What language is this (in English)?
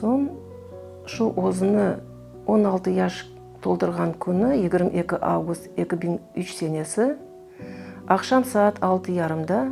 Crimean Tatar